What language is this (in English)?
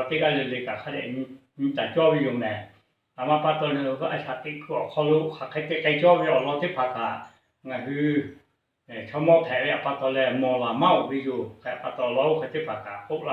Lahu